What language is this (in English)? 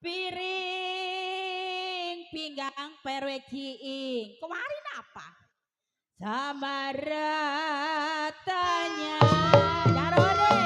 Betawi